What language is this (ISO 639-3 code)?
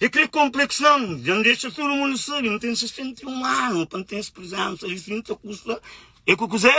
kea